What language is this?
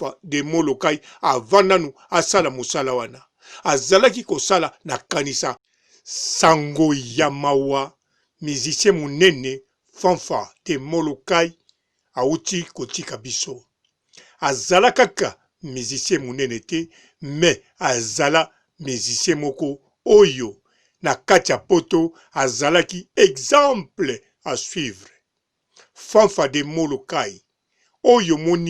Lingala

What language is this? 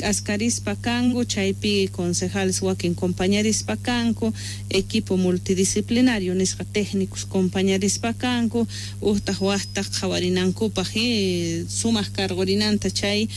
South Bolivian Quechua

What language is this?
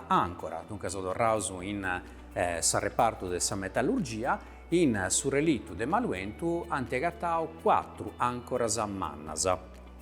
Sardinian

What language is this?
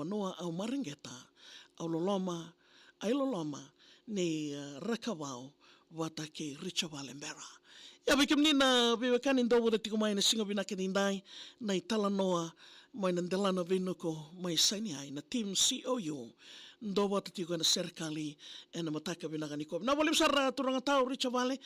Fijian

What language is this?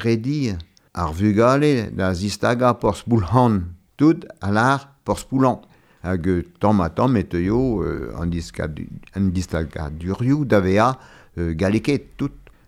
Breton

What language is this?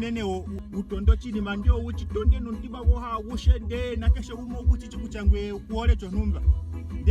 Ndonga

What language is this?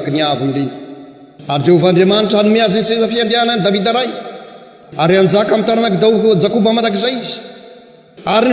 Malagasy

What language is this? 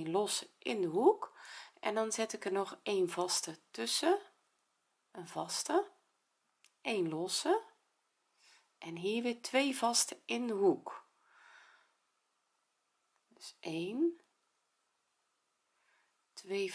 Dutch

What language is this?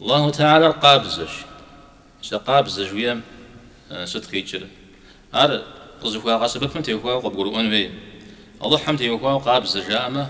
Kabardian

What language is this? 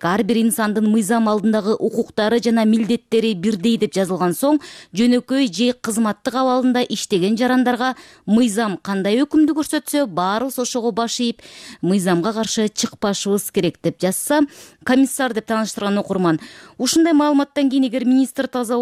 Kyrgyz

